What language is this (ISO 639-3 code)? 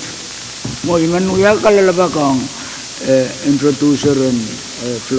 pon